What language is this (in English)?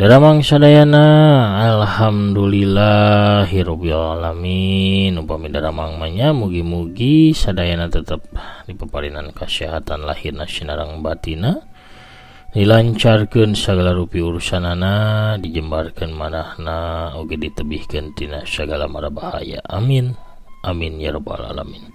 Sundanese